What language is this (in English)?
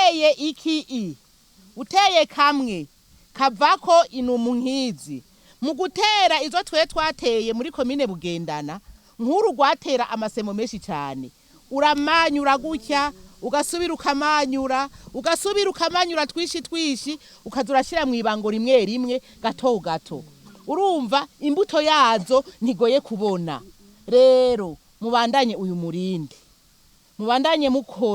Rundi